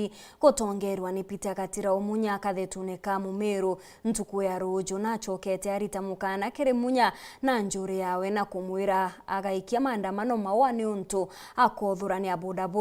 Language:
Meru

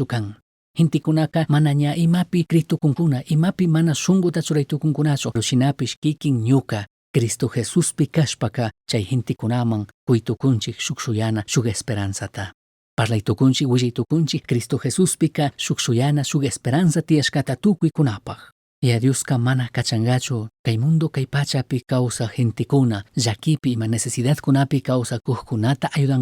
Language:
Chimborazo Highland Quichua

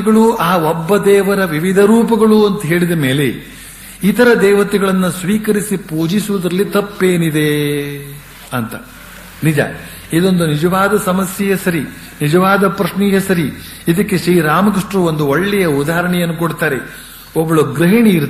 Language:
Kannada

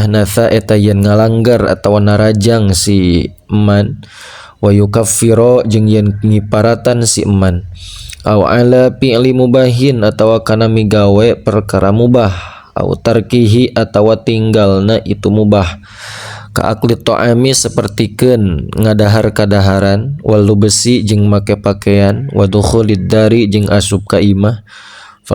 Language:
Sundanese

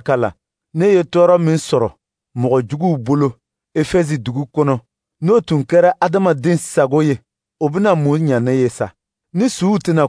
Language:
Dyula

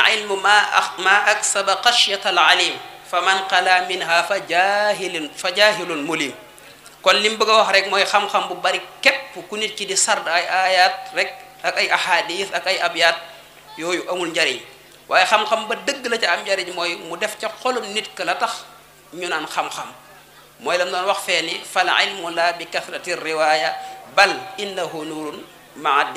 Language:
Wolof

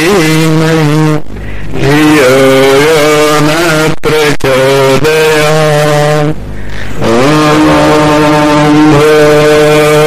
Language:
Telugu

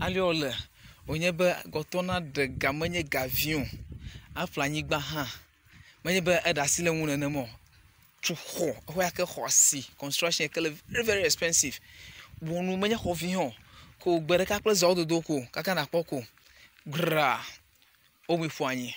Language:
Ewe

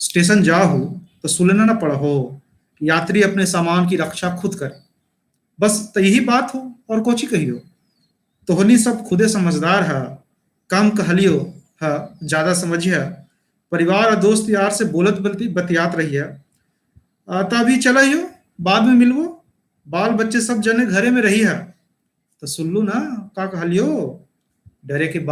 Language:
Magahi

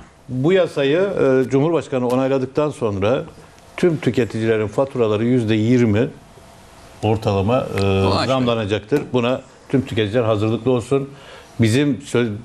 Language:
Turkish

